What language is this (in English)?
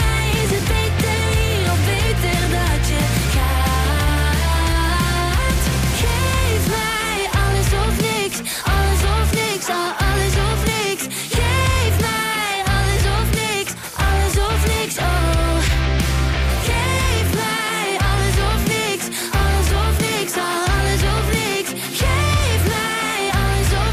Dutch